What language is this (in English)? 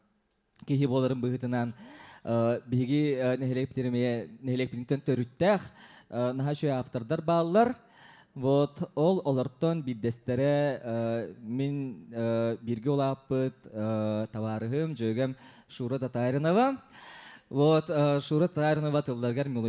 Yakut